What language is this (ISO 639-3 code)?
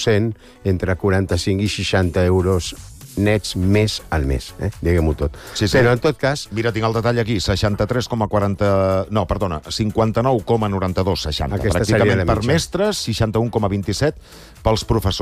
cat